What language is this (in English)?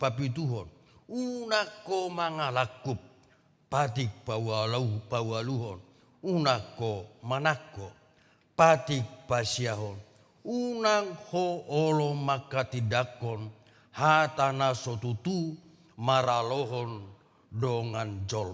Batak Toba